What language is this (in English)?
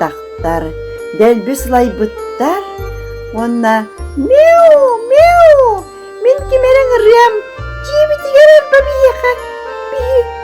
Yakut